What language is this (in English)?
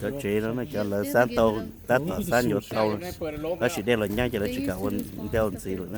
Hmong